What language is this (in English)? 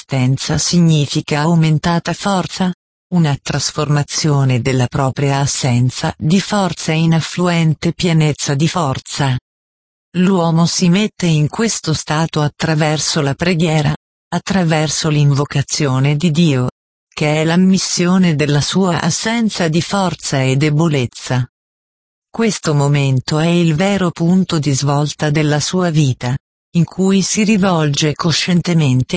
Italian